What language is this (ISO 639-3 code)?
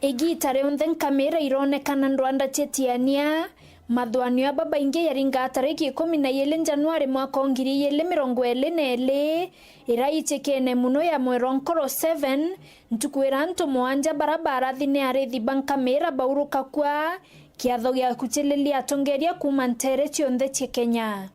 mer